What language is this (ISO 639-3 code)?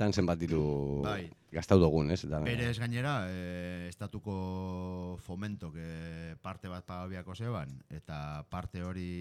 eus